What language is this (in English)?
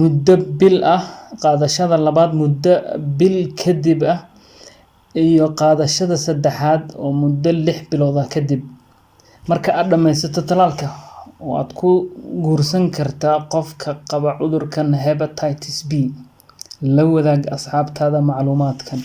Somali